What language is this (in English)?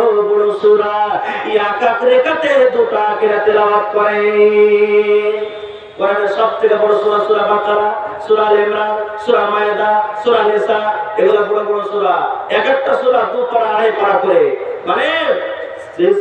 Bangla